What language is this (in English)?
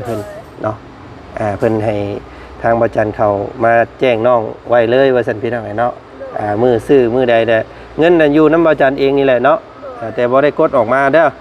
Lao